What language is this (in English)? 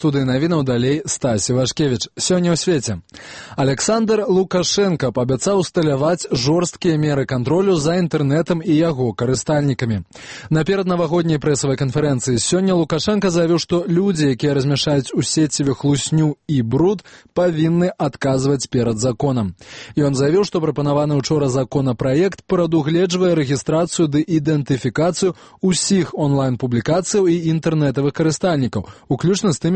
Belarusian